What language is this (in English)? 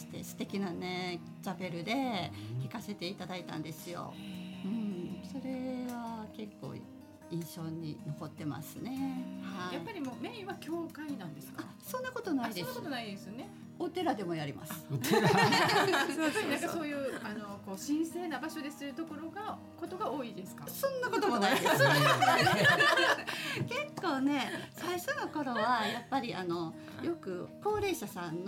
Japanese